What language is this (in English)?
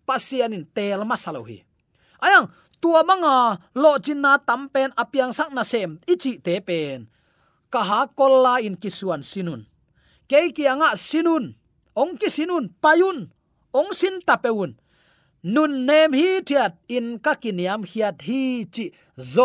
Tedim Chin